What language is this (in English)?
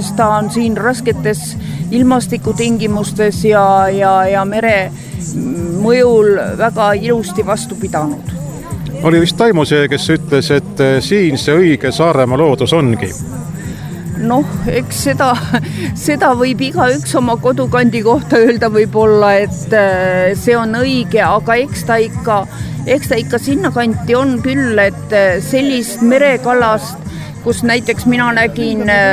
Estonian